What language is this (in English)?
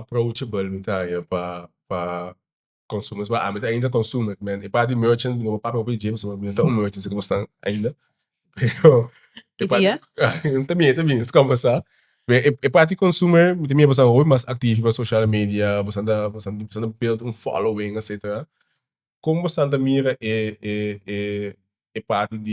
Papiamento